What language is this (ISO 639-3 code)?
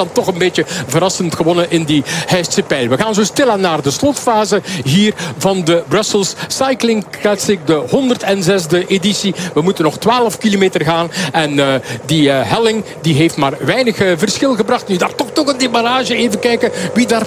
nld